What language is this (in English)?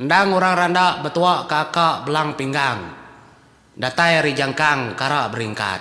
Iban